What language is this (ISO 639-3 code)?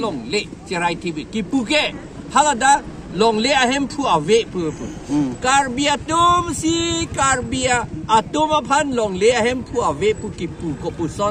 mjw